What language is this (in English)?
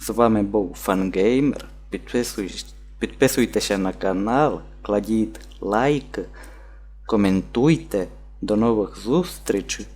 Rusyn